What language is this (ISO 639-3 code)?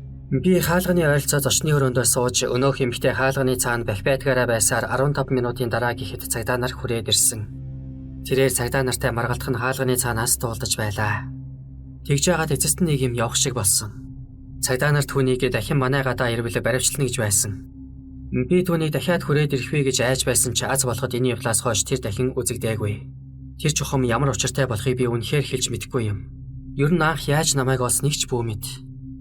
mon